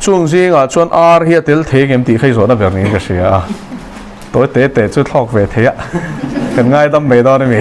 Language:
Mizo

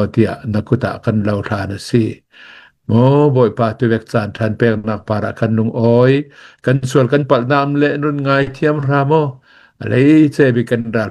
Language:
Hakha Chin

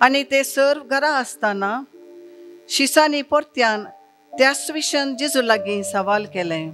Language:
Konkani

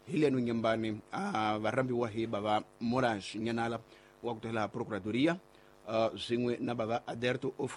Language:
Tsonga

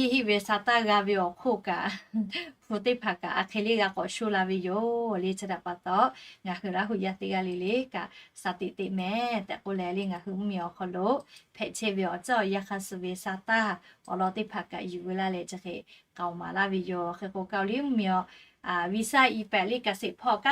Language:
Lahu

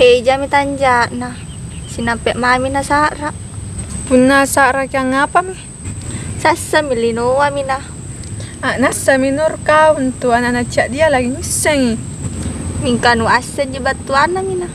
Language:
Makasar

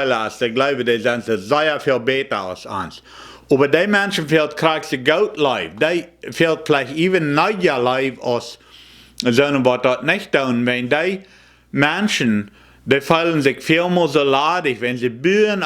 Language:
Plautdietsch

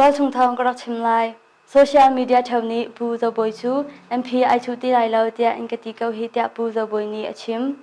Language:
Hakha Chin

